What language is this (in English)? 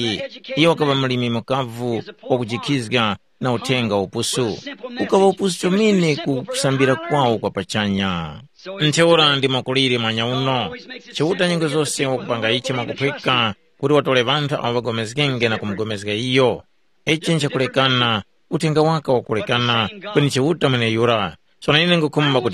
Tumbuka